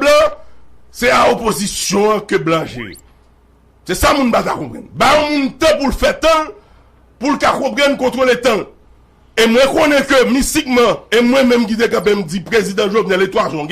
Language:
Haitian Creole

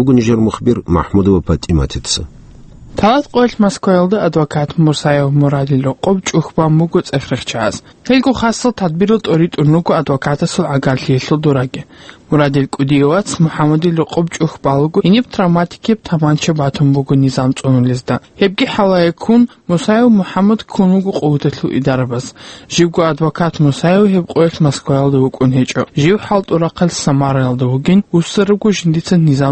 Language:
Avaric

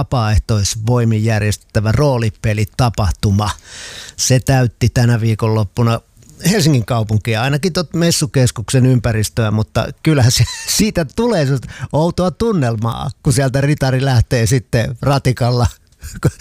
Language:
Finnish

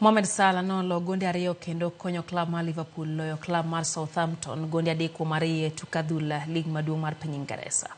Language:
Luo (Kenya and Tanzania)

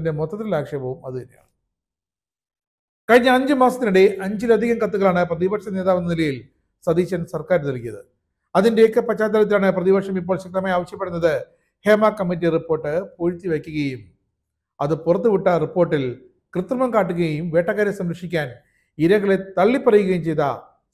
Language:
Malayalam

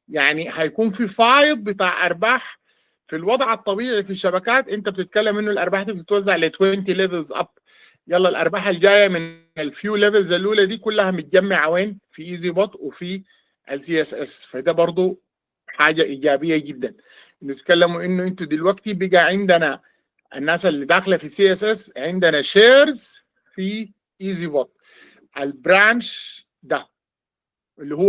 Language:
Sudanese Arabic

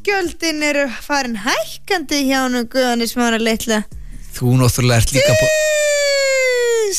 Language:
Icelandic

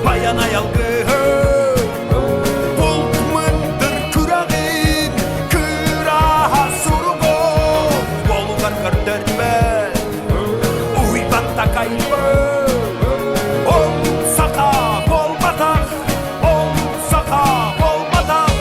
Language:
Yakut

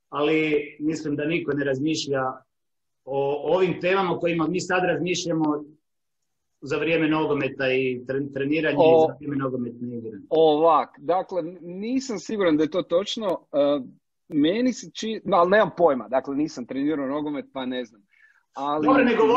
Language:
Croatian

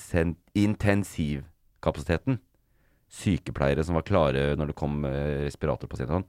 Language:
Norwegian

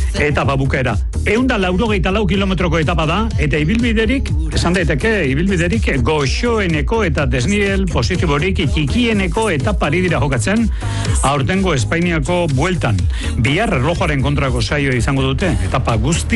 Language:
Basque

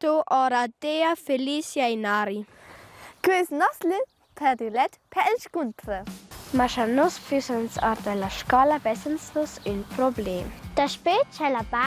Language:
Romansh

